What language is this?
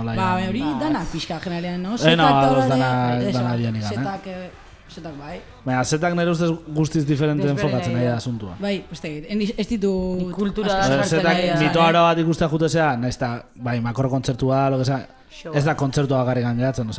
Basque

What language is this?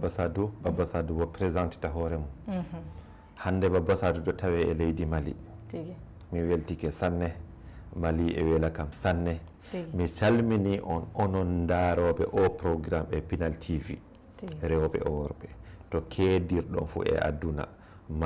Fula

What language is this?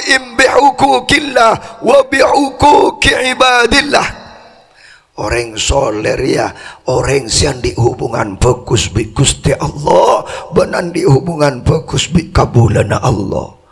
Madurese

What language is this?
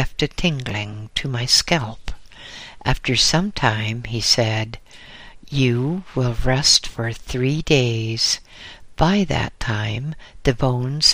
English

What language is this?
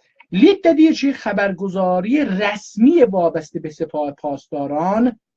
South Azerbaijani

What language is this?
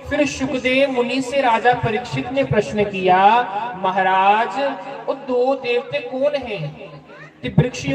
Dogri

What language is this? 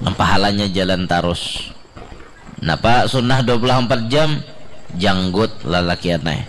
Banjar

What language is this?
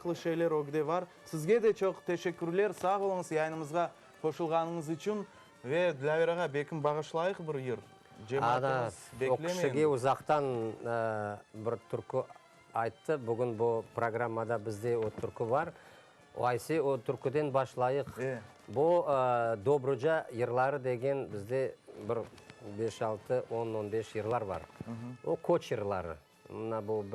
Crimean Tatar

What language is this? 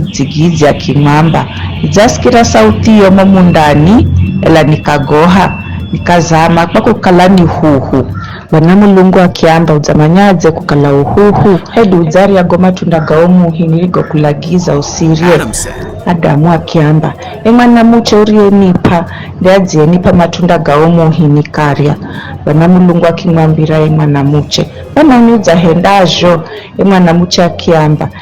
Giryama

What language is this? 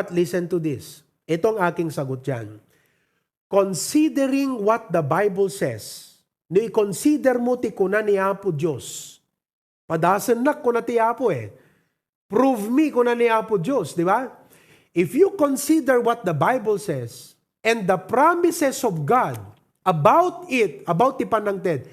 Iloko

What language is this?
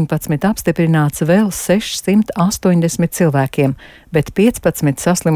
Latvian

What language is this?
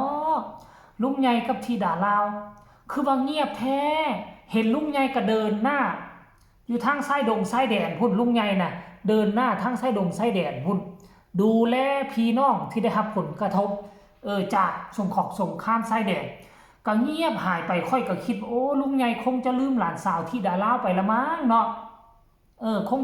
Northeastern Thai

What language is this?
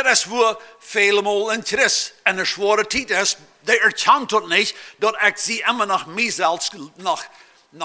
Plautdietsch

